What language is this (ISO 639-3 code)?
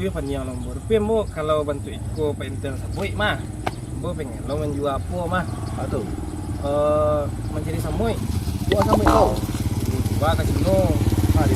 min